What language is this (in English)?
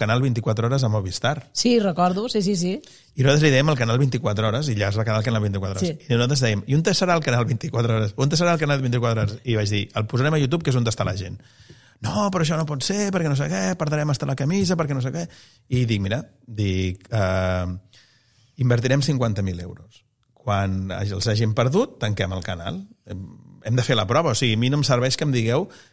Catalan